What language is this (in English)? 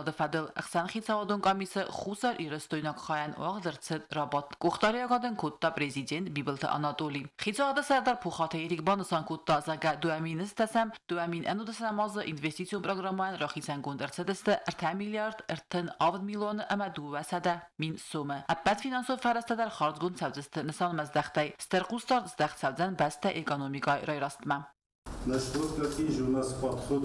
Ossetic